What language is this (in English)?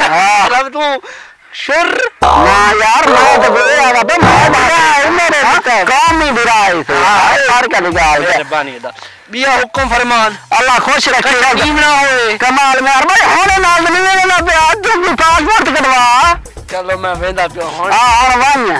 Saraiki